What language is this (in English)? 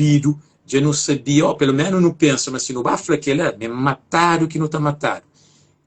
Kabuverdianu